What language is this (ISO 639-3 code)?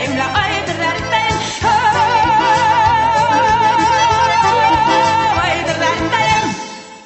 tat